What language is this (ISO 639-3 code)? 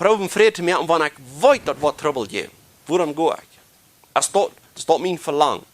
pdt